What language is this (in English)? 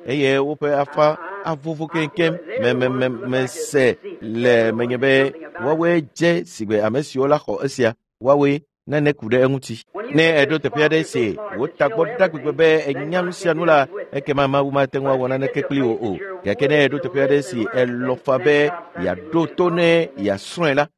Ewe